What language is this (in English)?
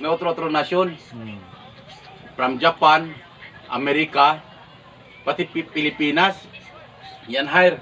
Chavacano